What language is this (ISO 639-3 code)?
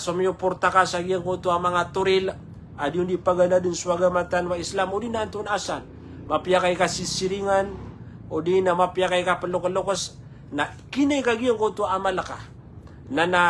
mrw